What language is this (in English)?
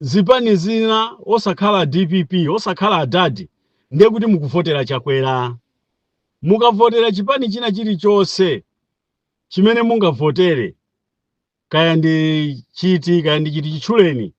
Nyanja